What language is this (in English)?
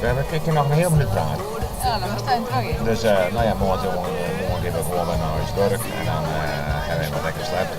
Western Frisian